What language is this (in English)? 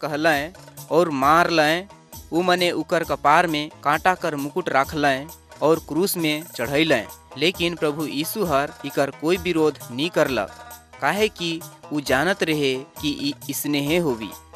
Sadri